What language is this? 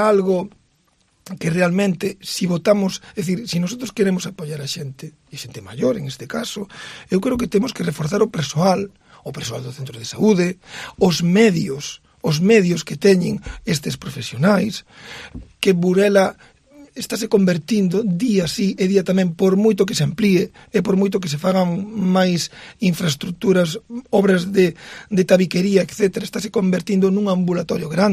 Galician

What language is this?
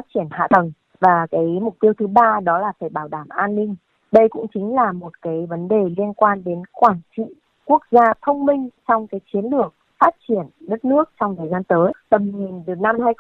Vietnamese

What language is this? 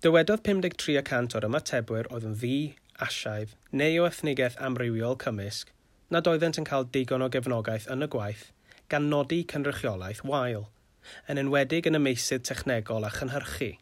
Welsh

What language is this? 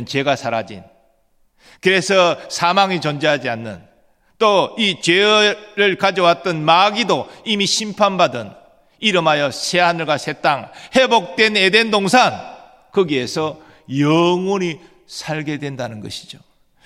Korean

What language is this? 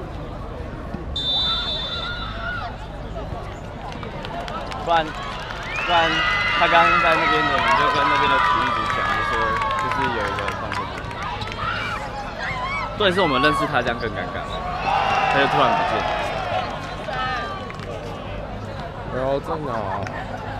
Chinese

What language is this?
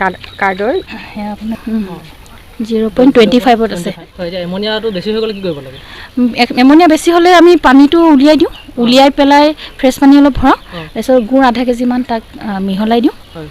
Assamese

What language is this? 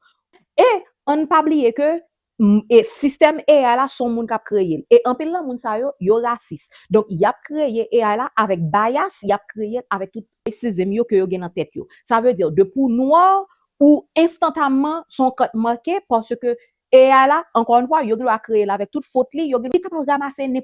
Haitian Creole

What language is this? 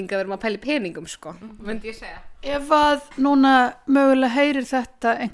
Icelandic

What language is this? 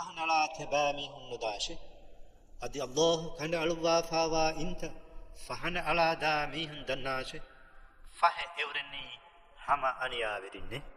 Divehi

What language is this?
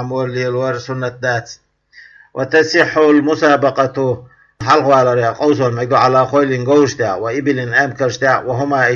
Chechen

